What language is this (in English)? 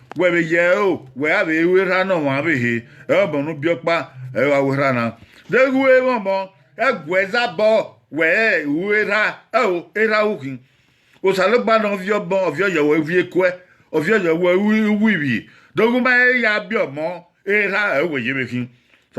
Bini